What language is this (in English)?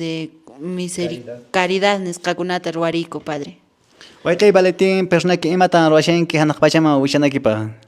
Quechua